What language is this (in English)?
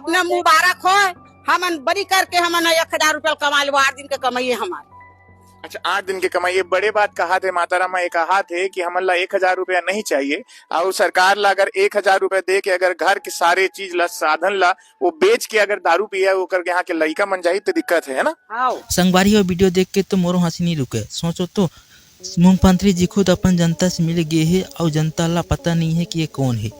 Chhattisgarhi